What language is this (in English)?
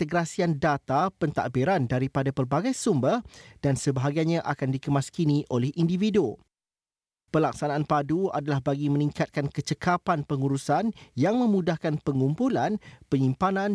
Malay